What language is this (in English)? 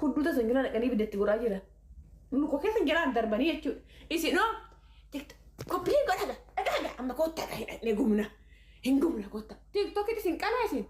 Oromo